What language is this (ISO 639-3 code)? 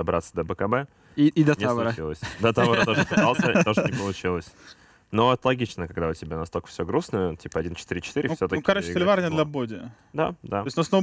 rus